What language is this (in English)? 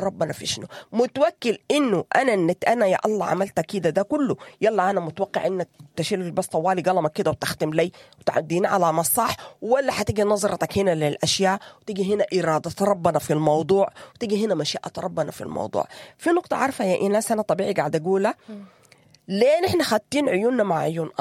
Sudanese Arabic